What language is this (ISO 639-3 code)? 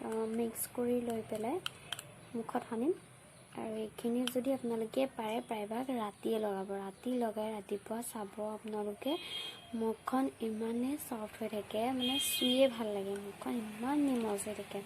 asm